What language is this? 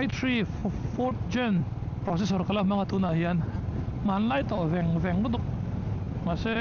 Mizo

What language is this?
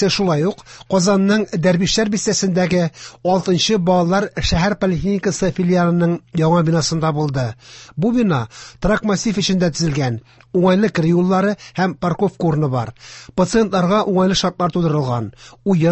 Tatar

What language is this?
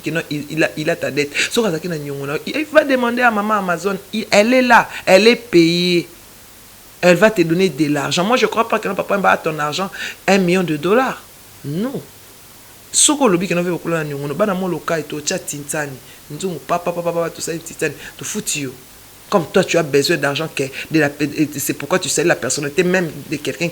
Lingala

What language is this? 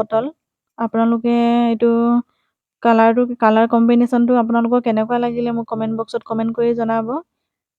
Assamese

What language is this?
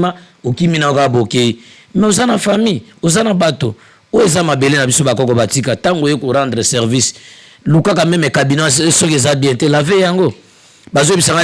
Lingala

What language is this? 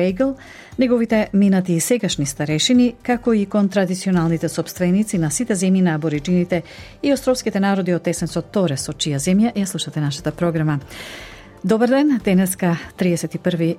Macedonian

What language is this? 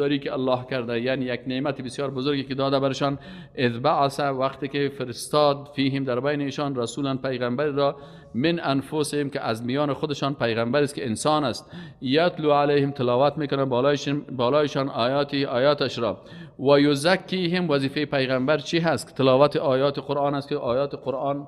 Persian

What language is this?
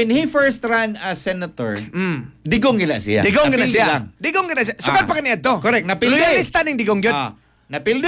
Cebuano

